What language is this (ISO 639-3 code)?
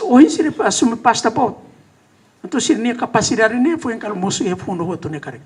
tet